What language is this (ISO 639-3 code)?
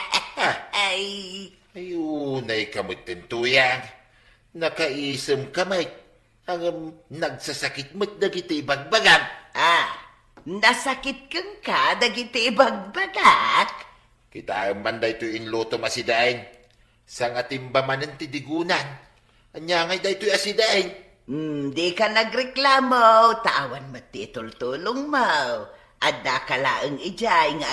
ilo